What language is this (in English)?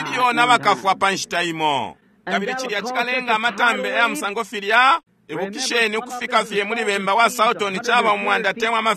Bemba